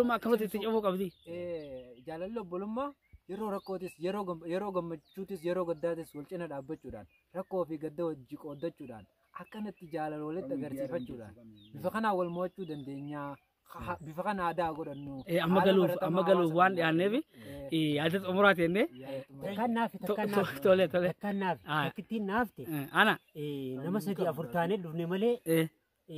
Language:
Oromo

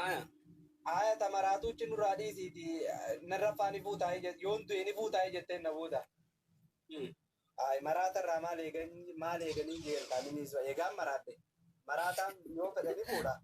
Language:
Oromo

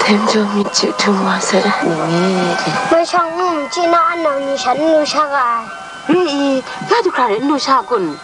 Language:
Kachin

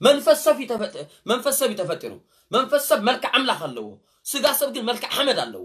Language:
Tigrinya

